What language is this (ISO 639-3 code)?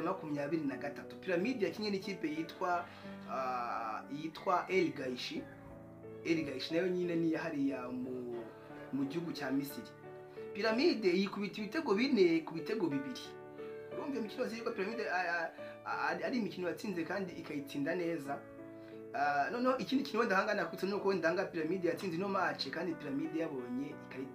kin